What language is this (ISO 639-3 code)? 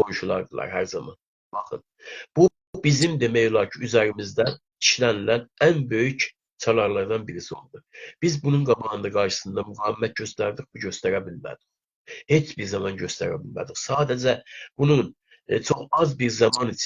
azb